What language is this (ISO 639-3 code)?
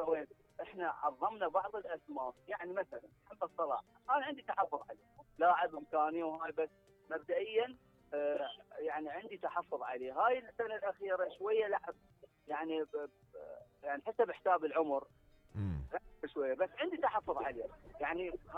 acm